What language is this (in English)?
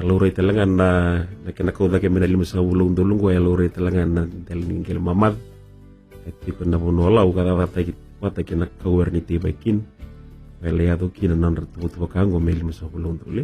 Fijian